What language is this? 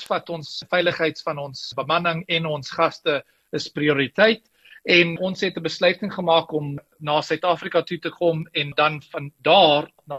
Afrikaans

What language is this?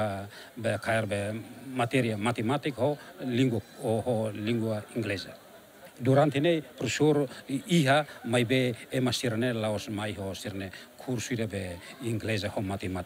Tetum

